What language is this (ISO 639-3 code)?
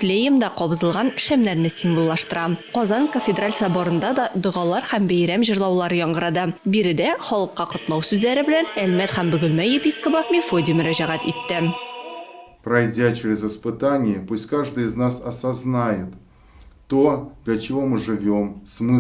tat